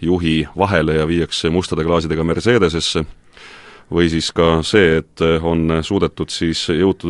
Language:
Estonian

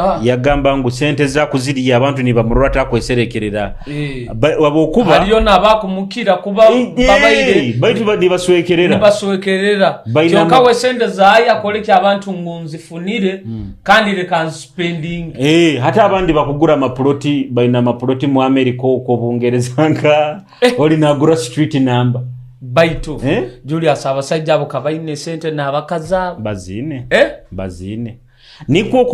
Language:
Nyoro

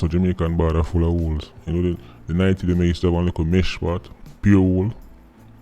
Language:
Jamaican Creole English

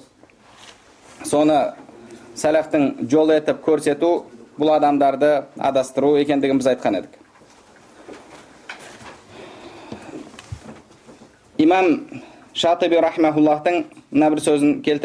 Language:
Kazakh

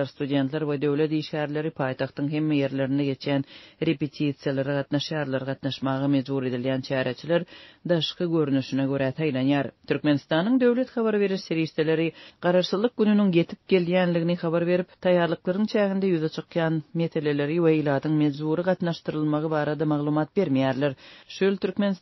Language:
Turkmen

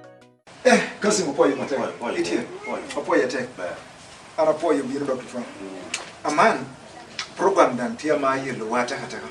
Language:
Lango (Uganda)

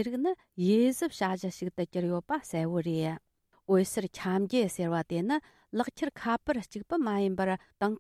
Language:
Tibetan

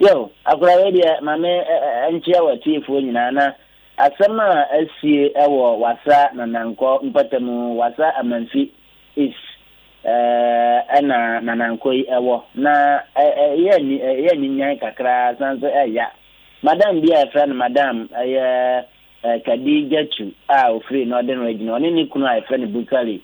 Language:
Akan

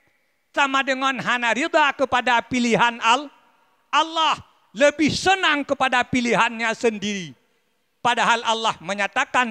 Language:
Achinese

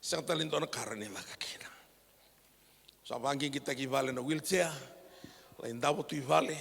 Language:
Fijian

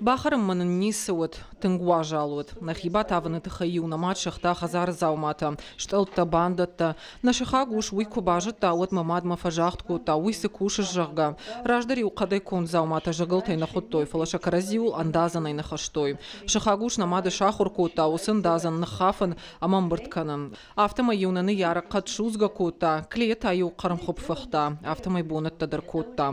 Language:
Ossetic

